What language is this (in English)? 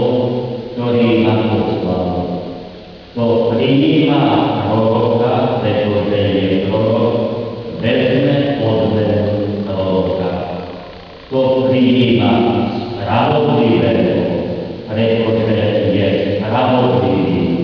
Slovak